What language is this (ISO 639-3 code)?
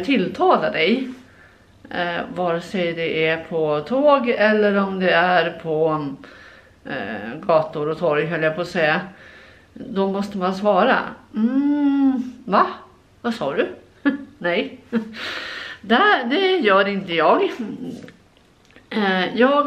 swe